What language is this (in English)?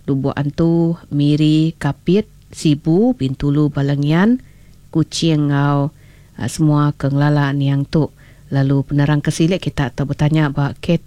Iban